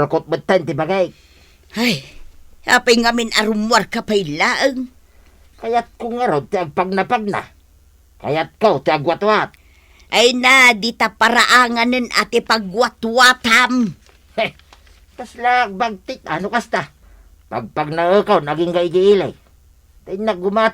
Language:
Iloko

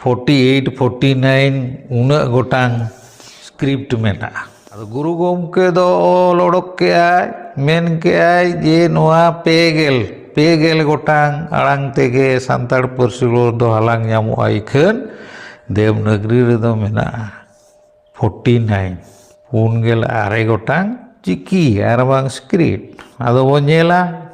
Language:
Santali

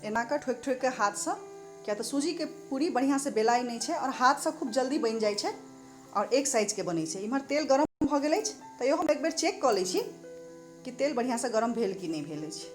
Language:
Maithili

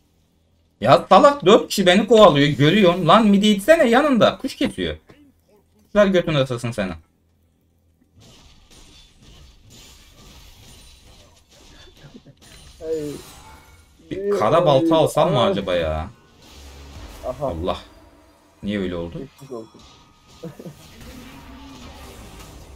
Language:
Turkish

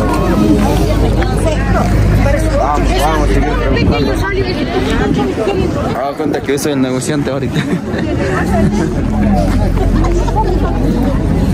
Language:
Spanish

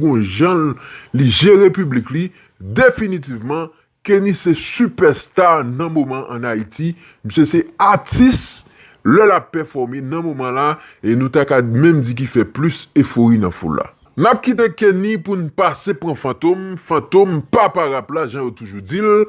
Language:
Haitian Creole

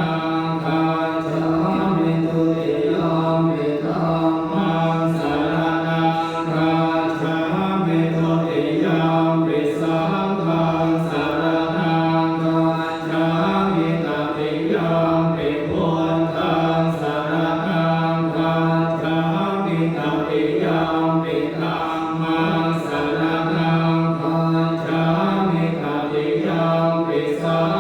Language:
Pali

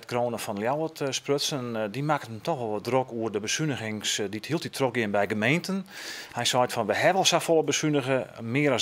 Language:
Western Frisian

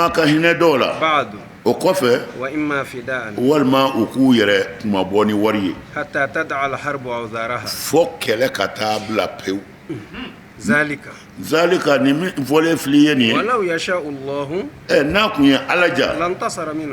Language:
Bambara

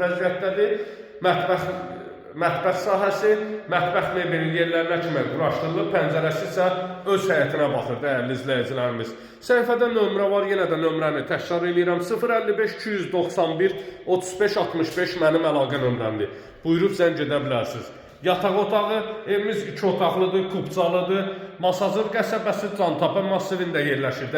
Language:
Azerbaijani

